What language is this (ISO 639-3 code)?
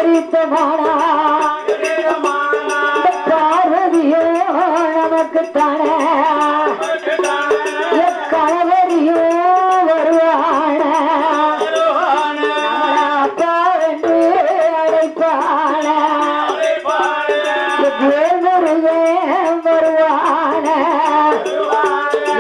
tam